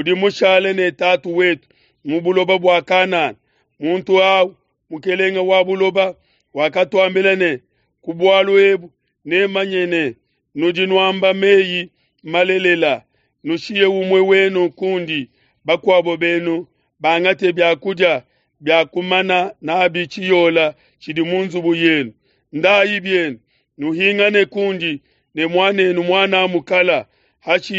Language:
Luba-Lulua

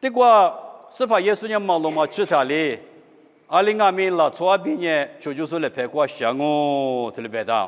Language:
Lisu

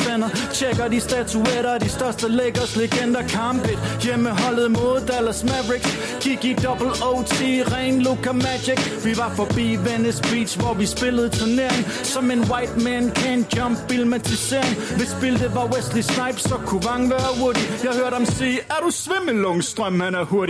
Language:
Danish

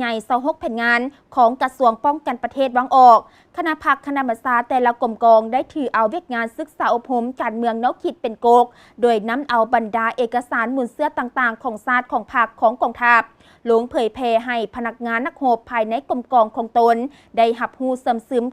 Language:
Lao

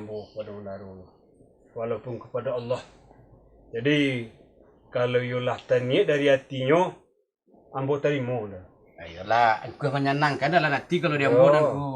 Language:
Minangkabau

